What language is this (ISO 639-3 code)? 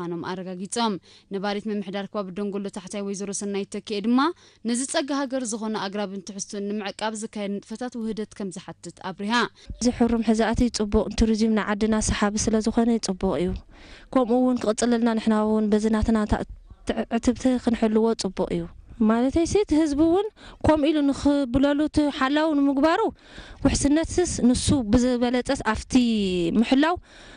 tir